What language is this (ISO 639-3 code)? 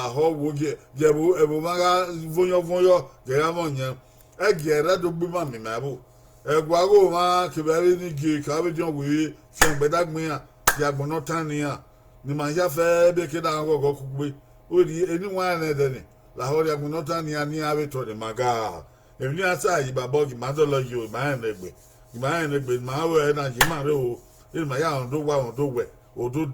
bin